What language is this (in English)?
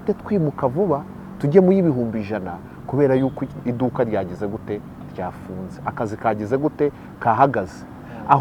Kinyarwanda